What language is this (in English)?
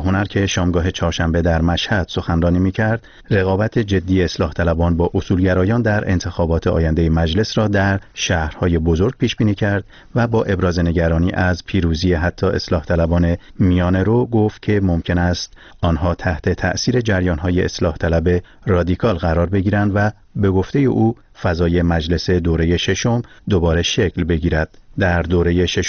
Persian